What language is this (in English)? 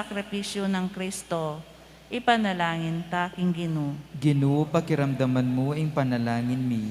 Pampanga